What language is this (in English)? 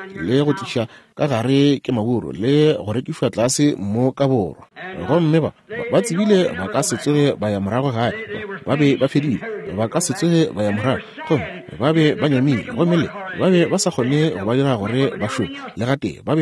Northern Sotho